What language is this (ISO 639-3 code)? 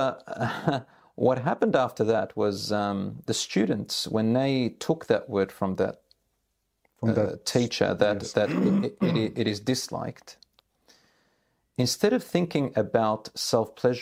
eng